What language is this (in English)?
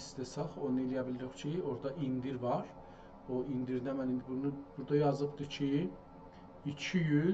South Azerbaijani